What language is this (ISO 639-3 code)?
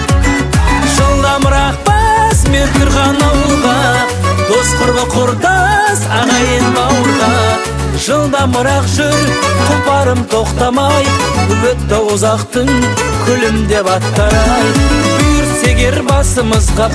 kaz